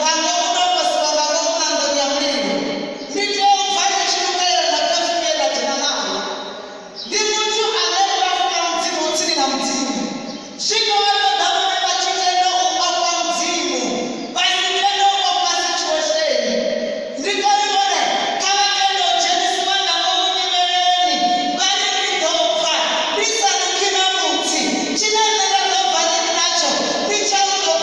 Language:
Venda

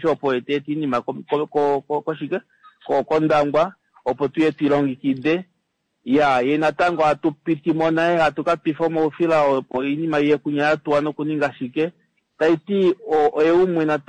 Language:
Kuanyama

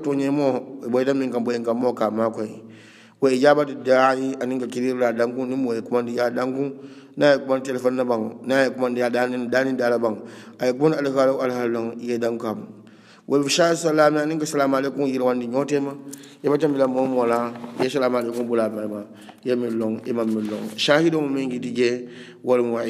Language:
Hausa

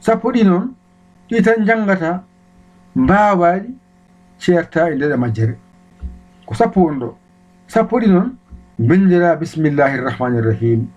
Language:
Fula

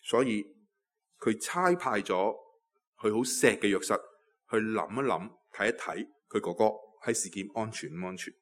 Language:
Cantonese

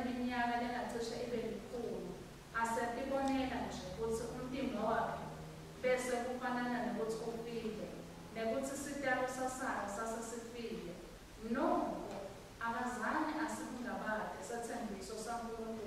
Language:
Swati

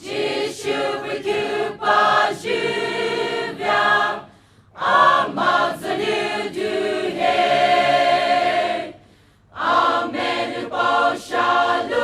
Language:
Poumei Naga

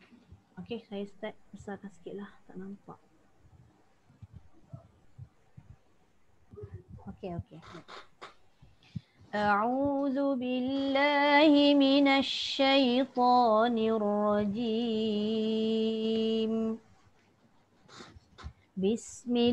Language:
Malay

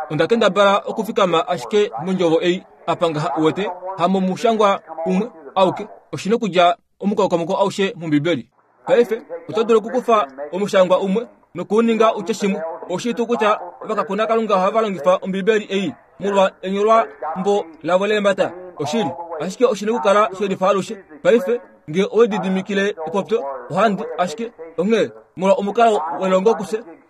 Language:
Kuanyama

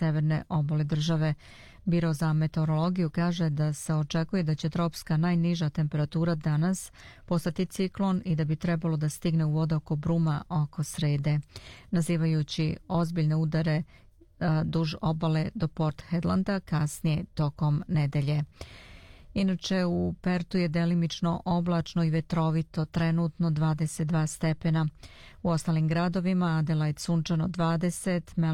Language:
Serbian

